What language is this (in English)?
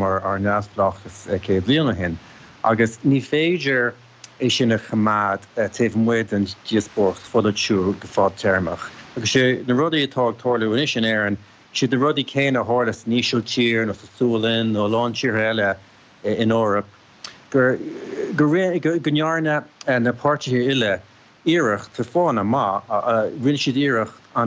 Irish